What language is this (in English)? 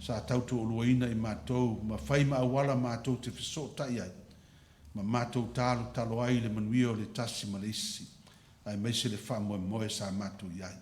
Samoan